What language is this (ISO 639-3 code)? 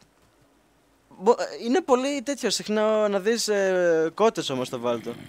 ell